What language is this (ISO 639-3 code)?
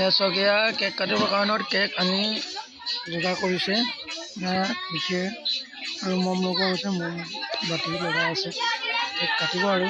asm